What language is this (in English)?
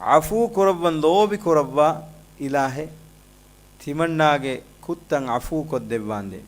Divehi